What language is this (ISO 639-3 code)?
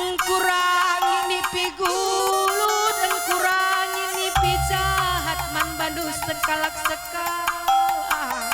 btx